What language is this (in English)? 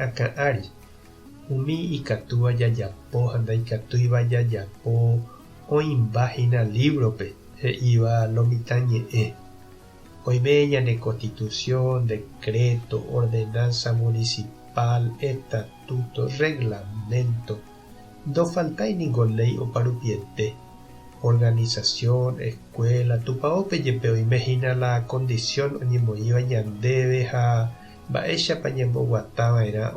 Guarani